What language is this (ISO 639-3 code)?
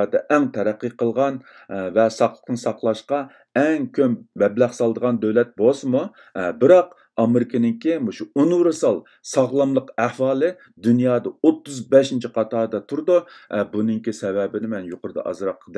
uig